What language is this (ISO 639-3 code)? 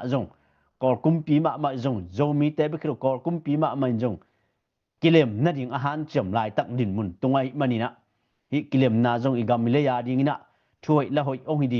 ctd